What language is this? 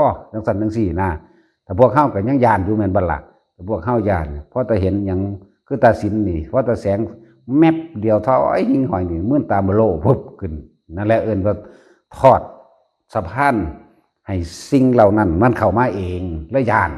Lao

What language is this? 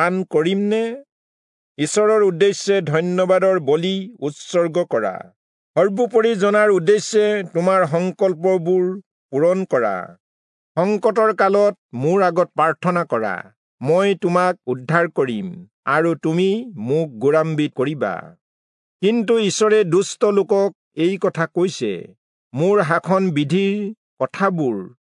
Assamese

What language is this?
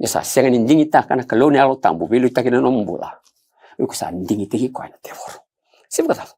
Fijian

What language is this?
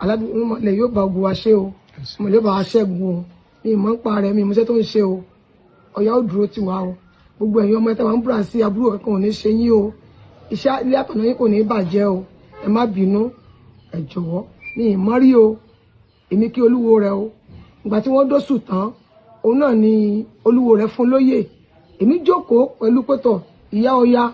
Yoruba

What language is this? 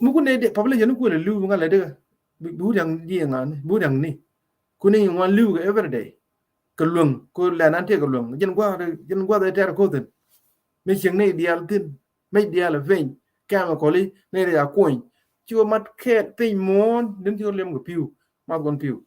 Nuer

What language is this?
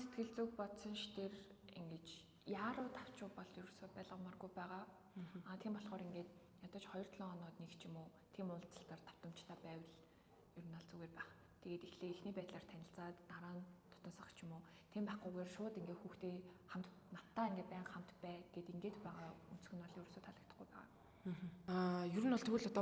Mongolian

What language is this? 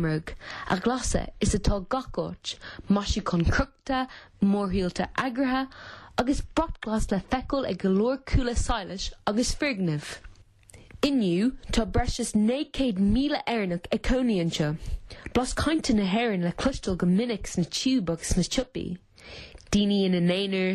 Irish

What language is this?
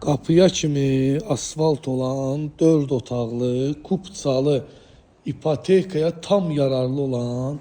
Azerbaijani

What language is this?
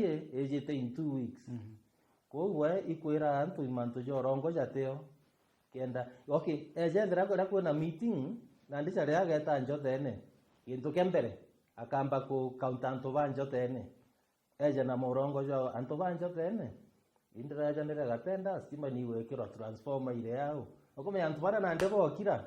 Meru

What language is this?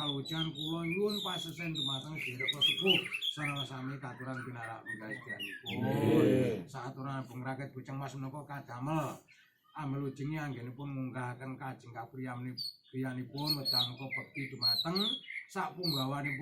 Javanese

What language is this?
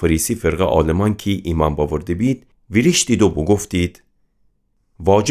Gilaki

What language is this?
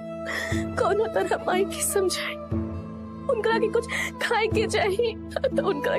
Bhojpuri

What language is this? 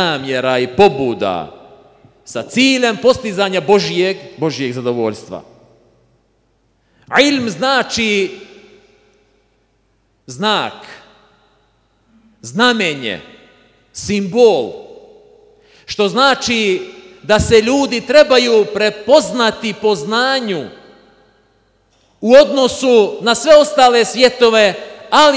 Bosnian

